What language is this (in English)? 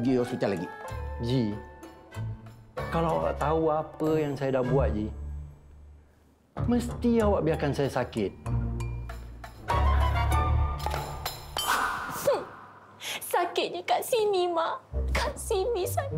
Malay